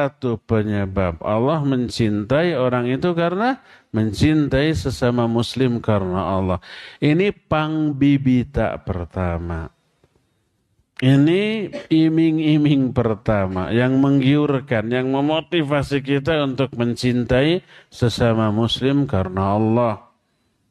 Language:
Indonesian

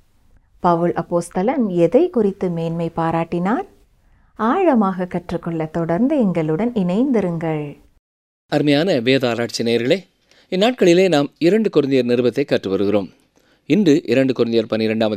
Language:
Tamil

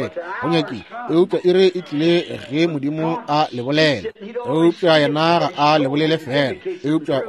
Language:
Northern Sotho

